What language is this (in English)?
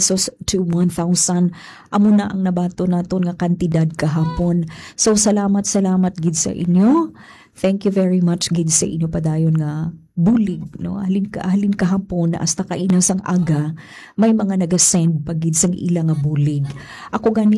Hiligaynon